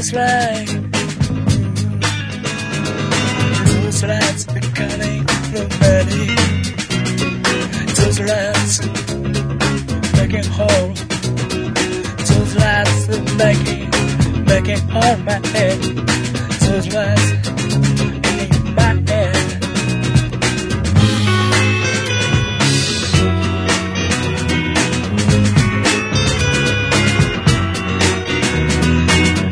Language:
French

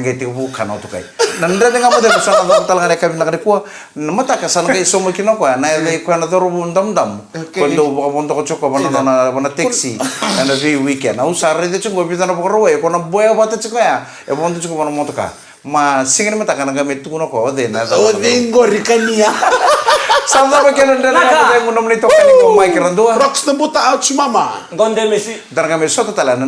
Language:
Fijian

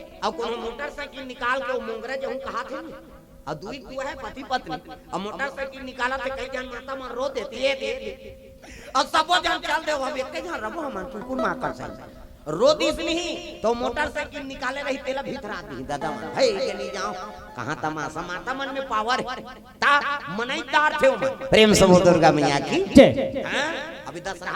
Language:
Chhattisgarhi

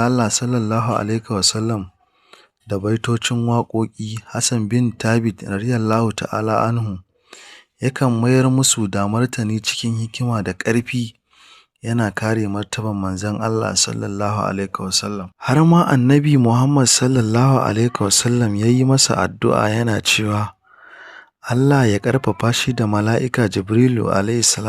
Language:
Hausa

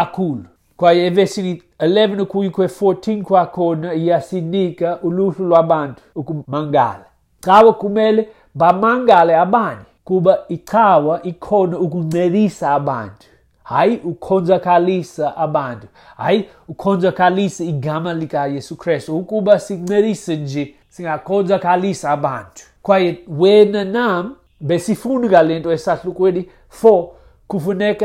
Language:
Xhosa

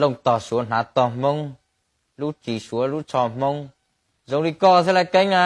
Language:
Hmong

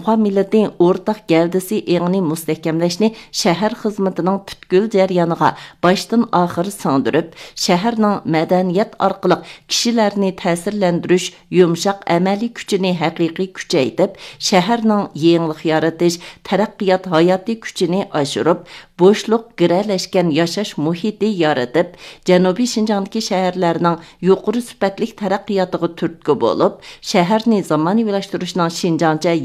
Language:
Uyghur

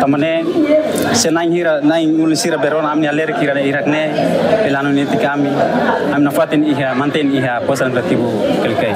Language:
Tetum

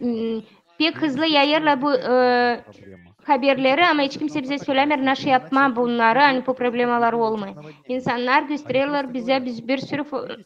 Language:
Gagauz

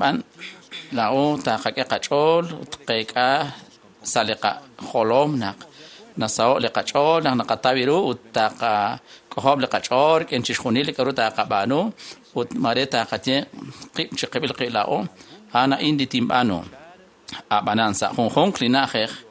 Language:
Kekchí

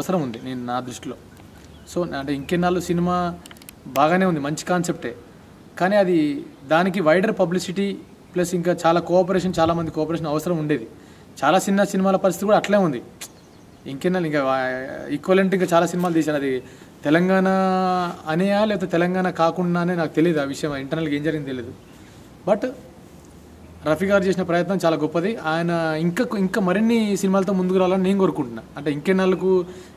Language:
Telugu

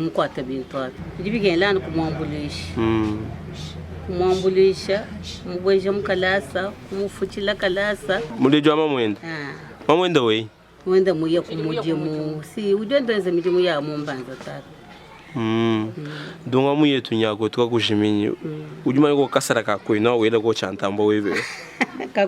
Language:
Luba-Lulua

